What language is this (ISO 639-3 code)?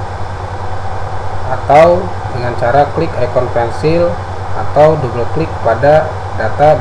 ind